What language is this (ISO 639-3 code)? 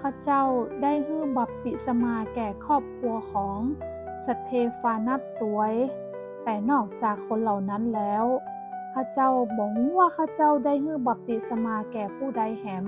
nod